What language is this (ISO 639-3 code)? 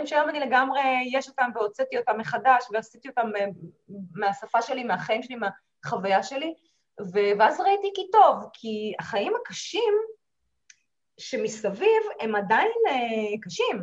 heb